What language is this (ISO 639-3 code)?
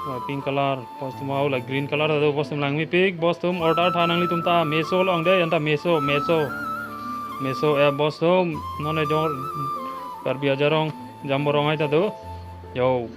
mjw